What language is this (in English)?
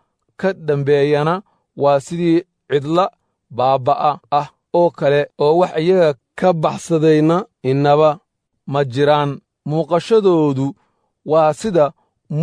Somali